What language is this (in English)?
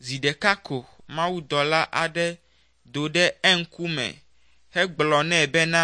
Ewe